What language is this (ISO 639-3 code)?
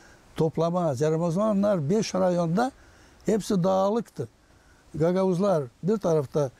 gag